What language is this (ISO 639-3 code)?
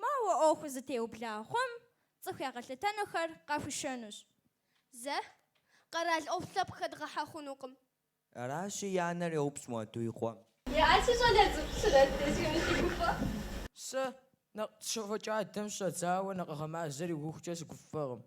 kbd